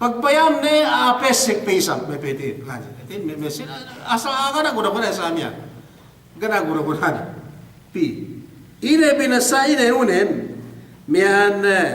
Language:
Yakan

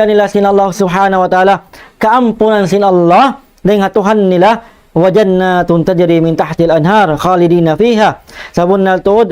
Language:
Tausug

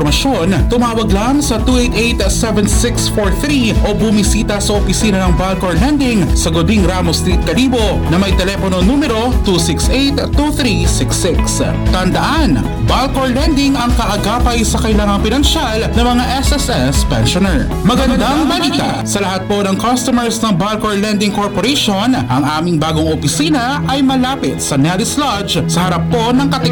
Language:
Filipino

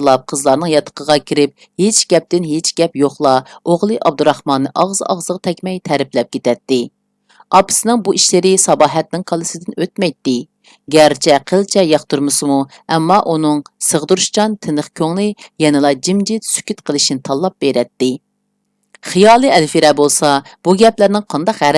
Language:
Uyghur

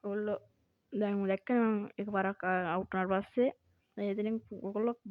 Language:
Sinhala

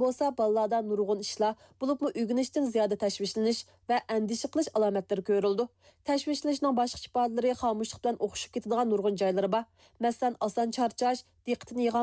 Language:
Uyghur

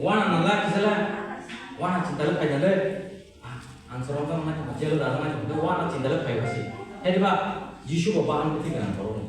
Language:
Kok Borok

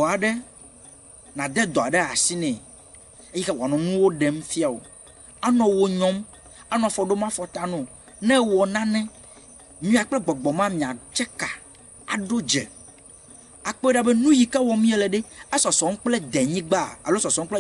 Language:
Ewe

